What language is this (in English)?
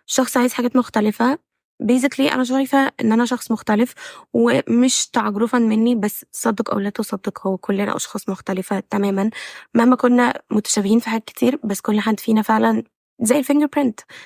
Egyptian Arabic